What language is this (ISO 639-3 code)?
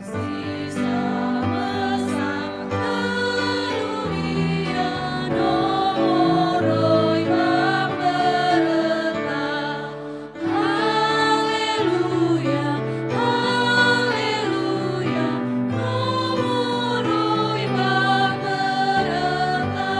nia